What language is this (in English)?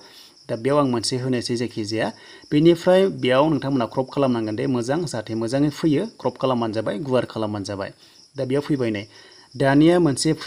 Bodo